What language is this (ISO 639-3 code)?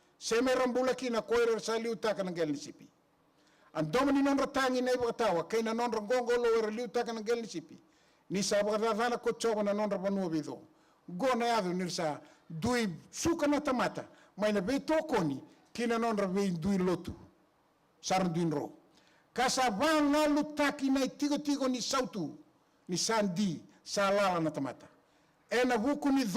fij